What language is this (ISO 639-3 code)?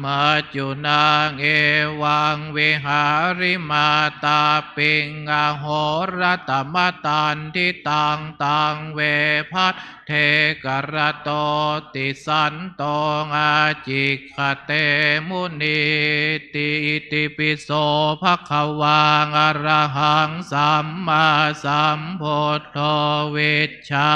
pli